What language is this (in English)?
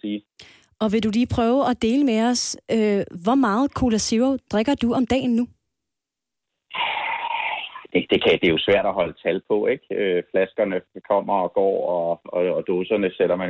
Danish